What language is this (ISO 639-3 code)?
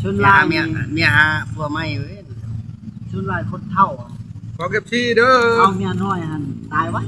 tts